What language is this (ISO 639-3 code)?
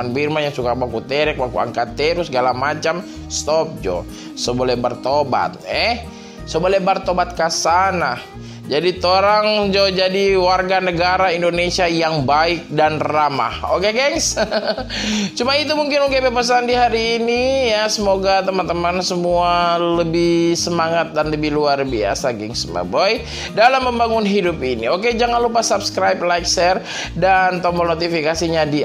xmm